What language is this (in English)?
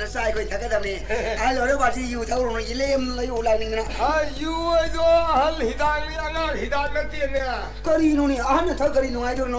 Manipuri